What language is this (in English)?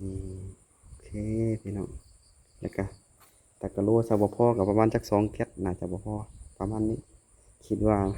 Lao